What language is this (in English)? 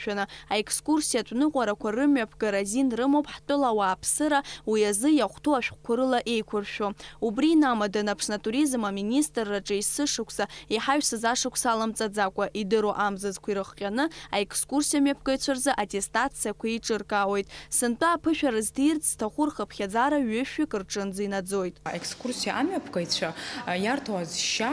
Abkhazian